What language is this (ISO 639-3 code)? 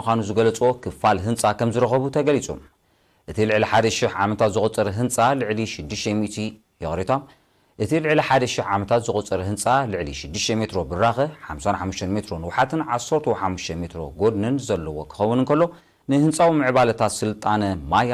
tir